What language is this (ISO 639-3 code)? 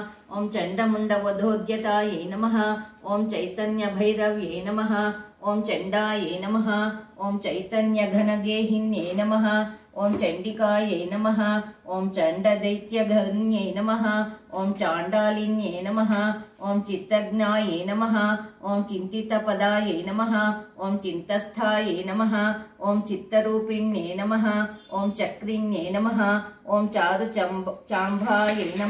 san